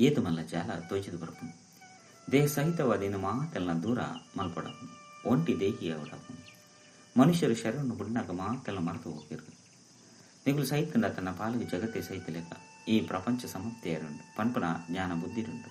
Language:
Tulu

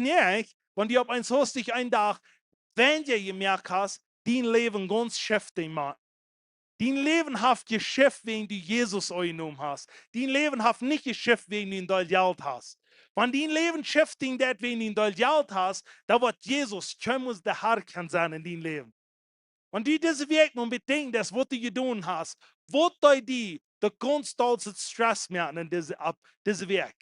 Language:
Plautdietsch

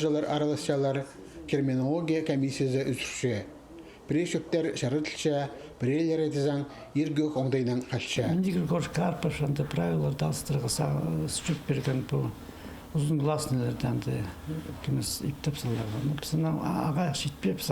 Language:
Khakas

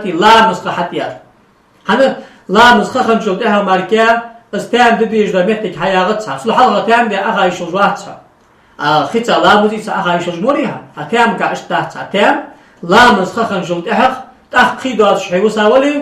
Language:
Ingush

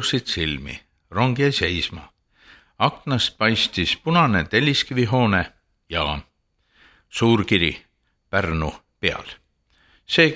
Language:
Estonian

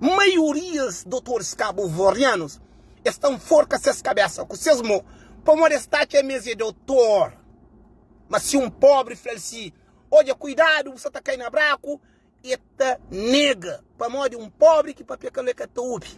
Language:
Kabuverdianu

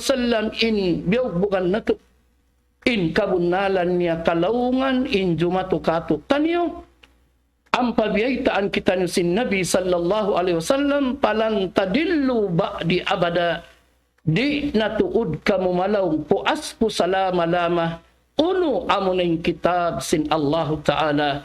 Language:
Tausug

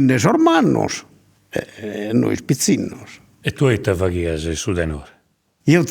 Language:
Sardinian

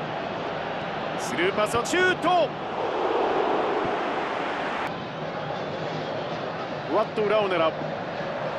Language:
Japanese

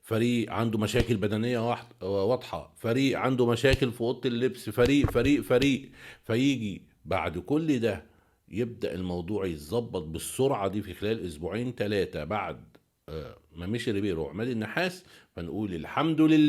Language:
Egyptian Arabic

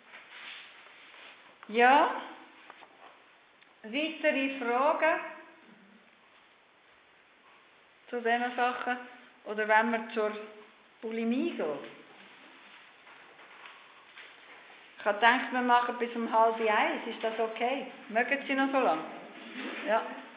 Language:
German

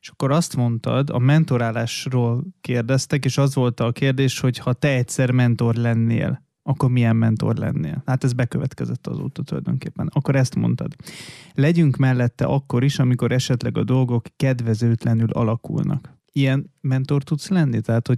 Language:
Hungarian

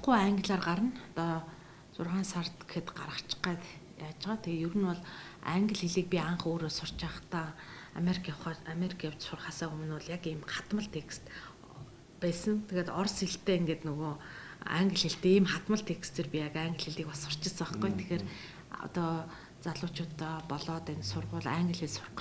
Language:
Mongolian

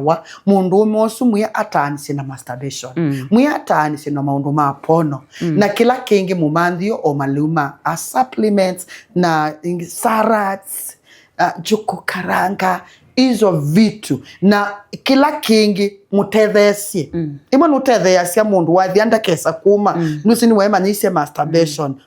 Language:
Kamba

